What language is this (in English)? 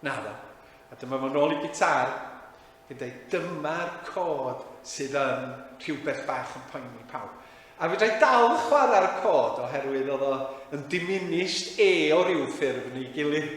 Welsh